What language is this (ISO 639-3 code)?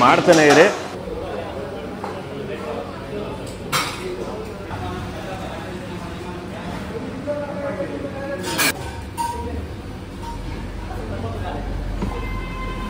kan